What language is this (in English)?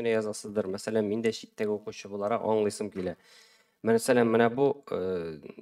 Tatar